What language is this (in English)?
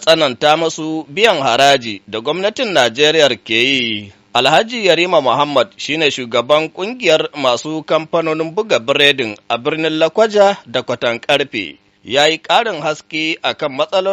Hausa